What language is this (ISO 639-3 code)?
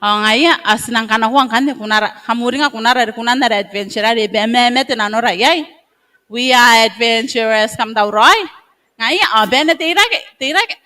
gil